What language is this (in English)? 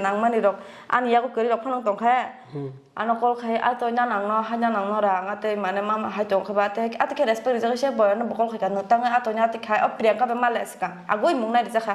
Kok Borok